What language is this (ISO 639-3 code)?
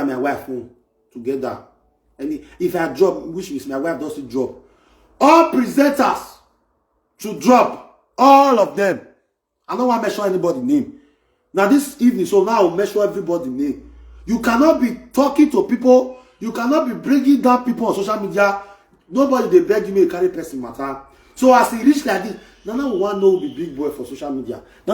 pcm